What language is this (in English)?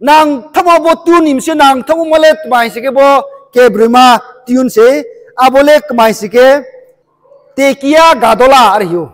Riang (India)